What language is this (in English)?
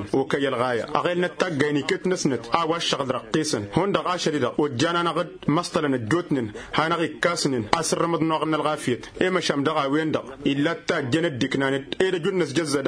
Tamasheq